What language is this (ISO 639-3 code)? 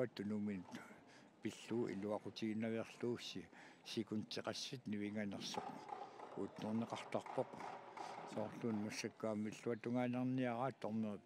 kal